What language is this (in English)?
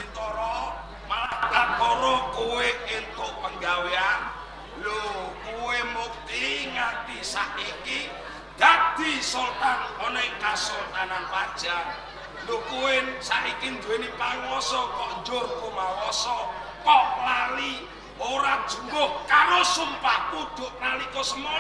Javanese